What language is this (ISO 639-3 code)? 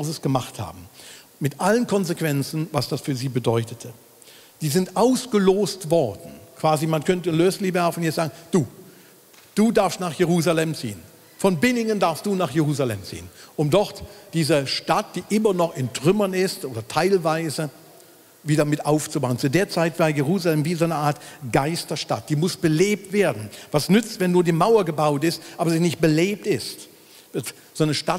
gsw